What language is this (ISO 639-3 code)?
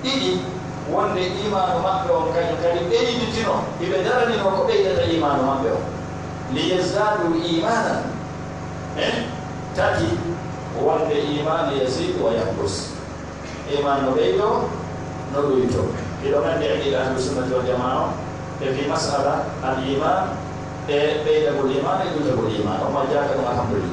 fuf